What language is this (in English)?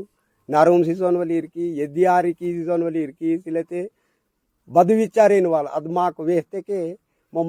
Aheri Gondi